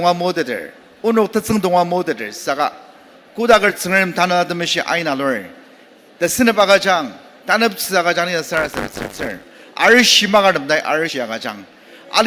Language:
Ao Naga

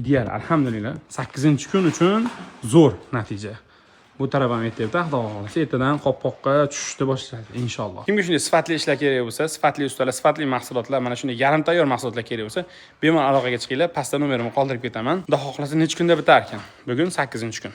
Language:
Uzbek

